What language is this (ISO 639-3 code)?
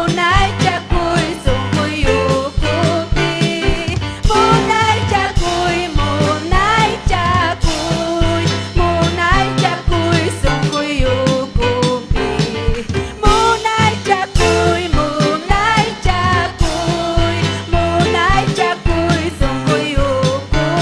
quy